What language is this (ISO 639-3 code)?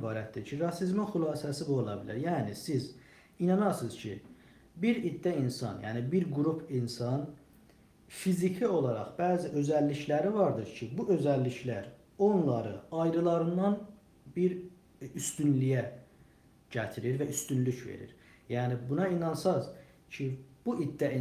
azb